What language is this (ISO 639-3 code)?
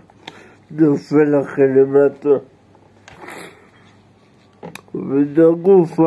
heb